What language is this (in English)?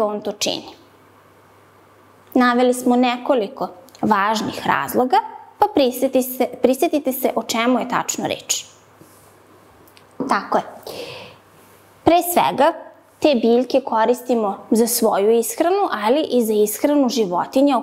Serbian